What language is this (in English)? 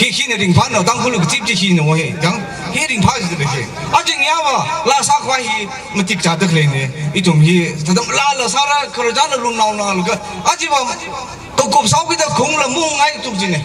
Tangkhul Naga (India)